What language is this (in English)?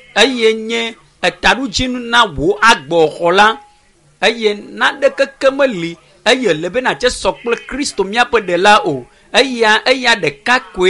Ewe